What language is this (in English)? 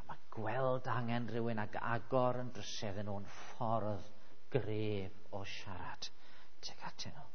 Welsh